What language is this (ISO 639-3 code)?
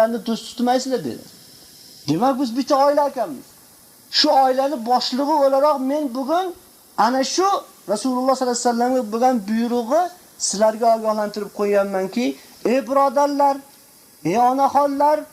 uzb